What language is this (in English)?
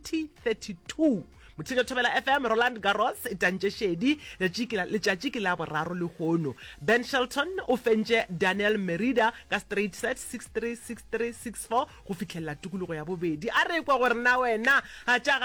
Northern Sotho